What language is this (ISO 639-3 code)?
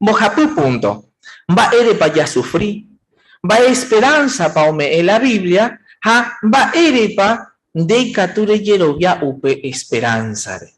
grn